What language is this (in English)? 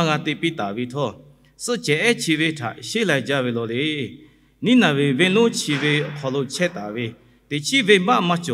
Lahu